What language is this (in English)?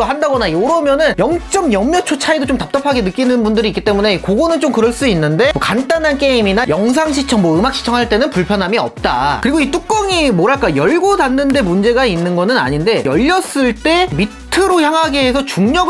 Korean